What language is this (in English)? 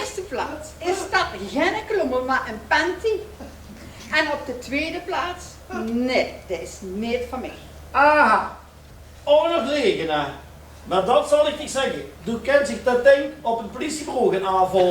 Limburgish